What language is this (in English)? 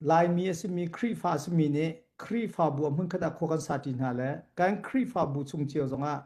Hakha Chin